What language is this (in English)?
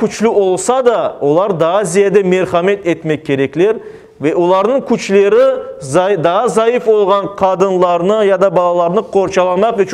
Crimean Tatar